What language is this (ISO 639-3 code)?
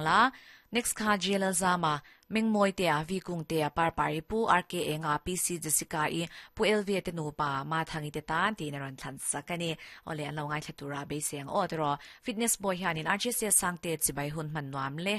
lus